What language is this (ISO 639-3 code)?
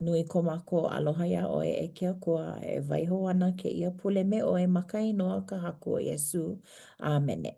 haw